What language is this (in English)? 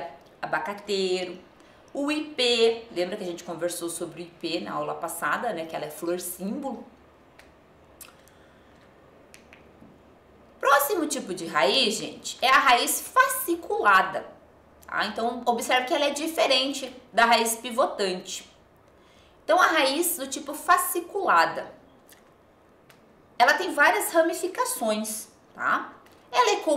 Portuguese